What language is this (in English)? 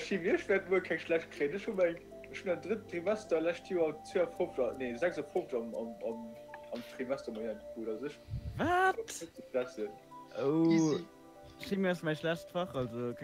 Luxembourgish